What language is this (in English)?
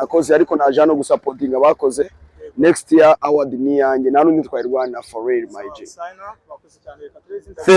Kinyarwanda